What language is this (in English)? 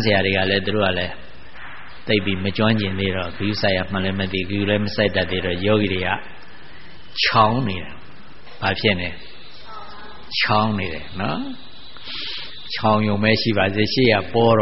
Burmese